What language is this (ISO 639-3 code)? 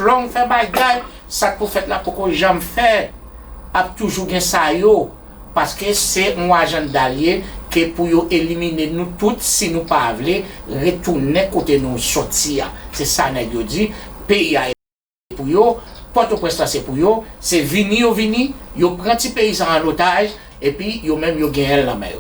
hat